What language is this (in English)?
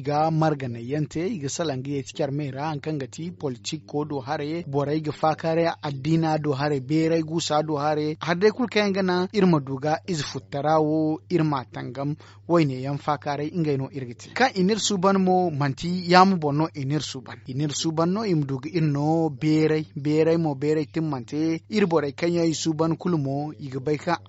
Zarma